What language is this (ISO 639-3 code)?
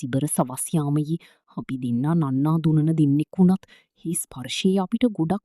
sin